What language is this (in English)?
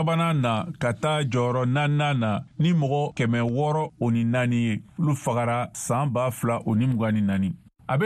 Bambara